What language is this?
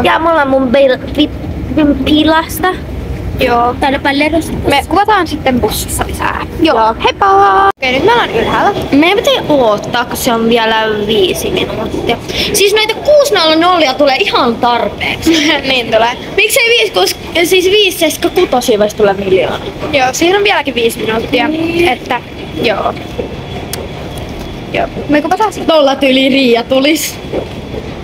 Finnish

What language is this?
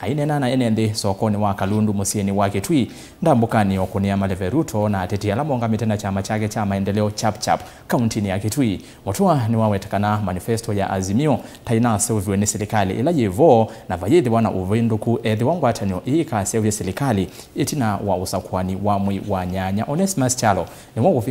Kamba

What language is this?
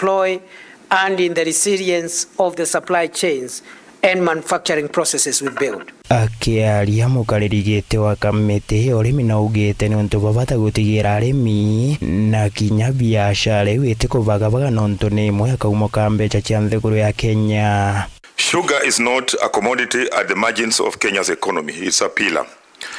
Meru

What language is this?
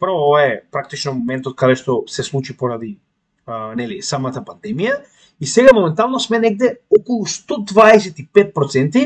Macedonian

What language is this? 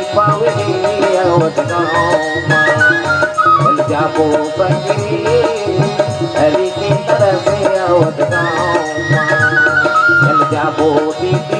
Chhattisgarhi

